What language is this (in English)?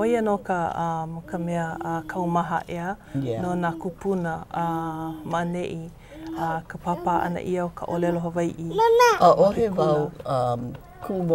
Hawaiian